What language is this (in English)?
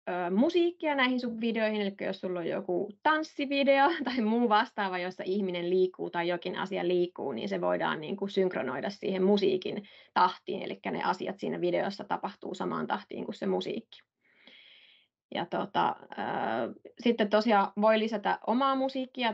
Finnish